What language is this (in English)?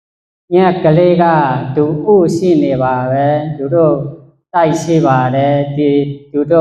Shan